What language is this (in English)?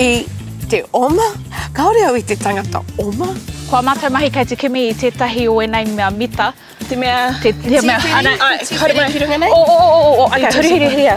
Māori